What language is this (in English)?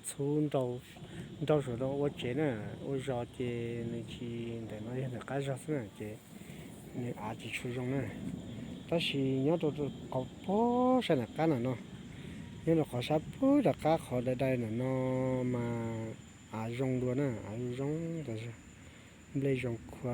Hmong